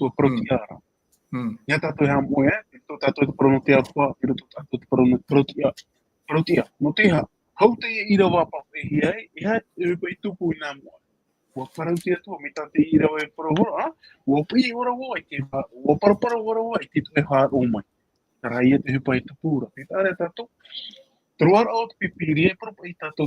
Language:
Tahitian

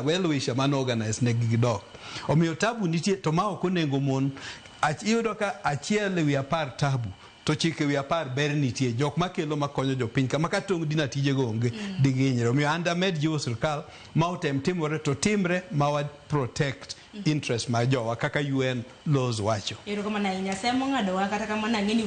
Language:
Luo (Kenya and Tanzania)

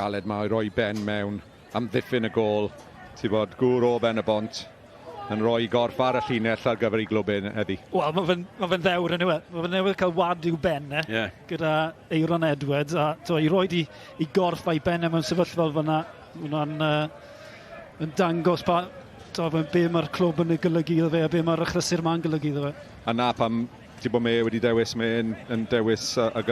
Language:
Welsh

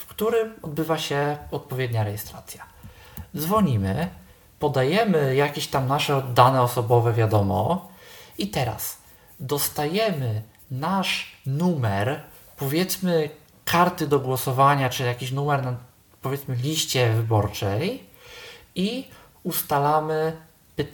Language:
Polish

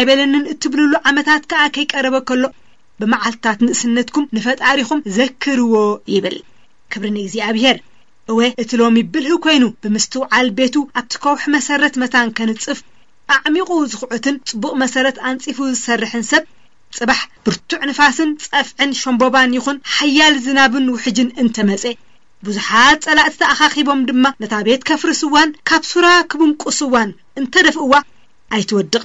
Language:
Tigrinya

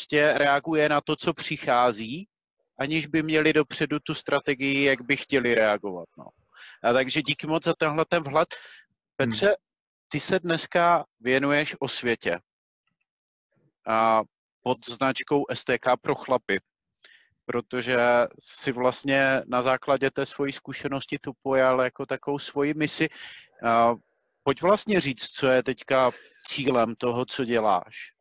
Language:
Czech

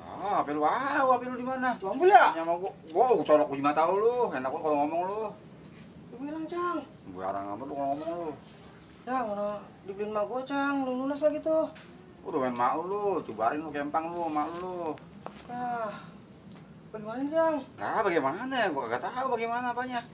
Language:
Betawi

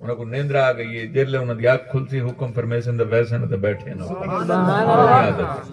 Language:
Saraiki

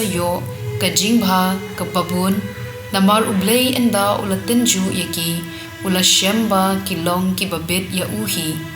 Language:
Khasi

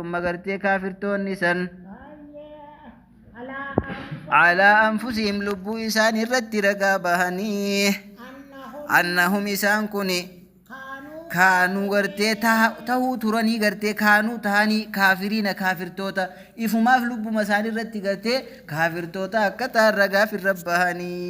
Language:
Oromo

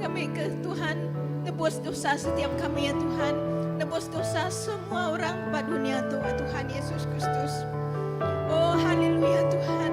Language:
Iban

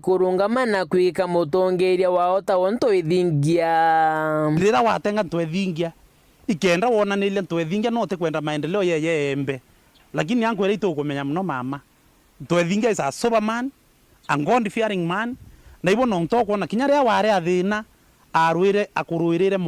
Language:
Meru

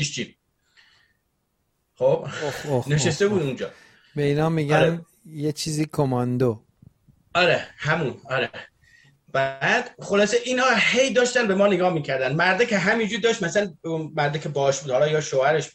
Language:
Persian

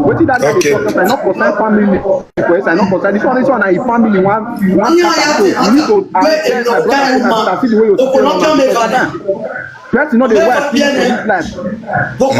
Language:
Nigerian Pidgin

